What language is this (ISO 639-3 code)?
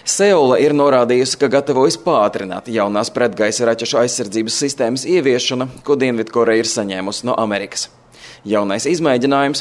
lav